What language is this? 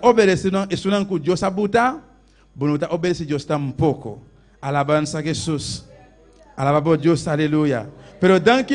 Papiamento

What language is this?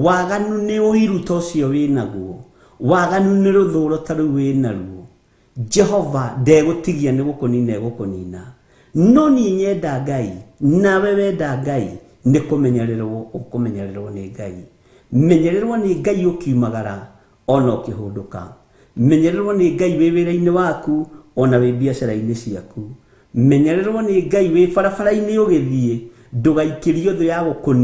Kikuyu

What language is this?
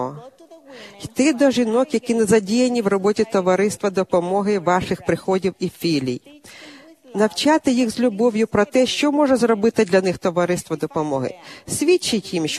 Ukrainian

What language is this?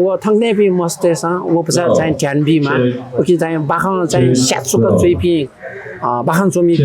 Newari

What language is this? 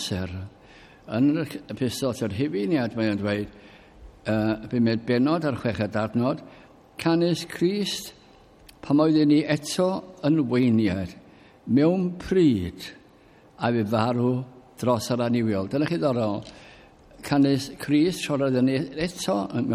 Welsh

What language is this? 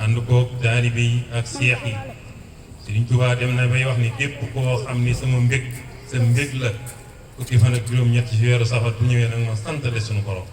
Wolof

